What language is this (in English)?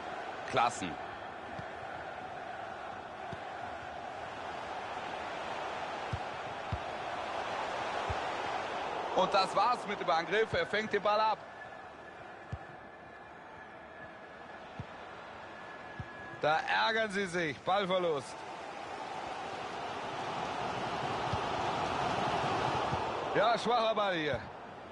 German